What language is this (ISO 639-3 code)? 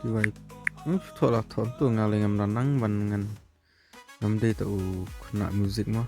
kha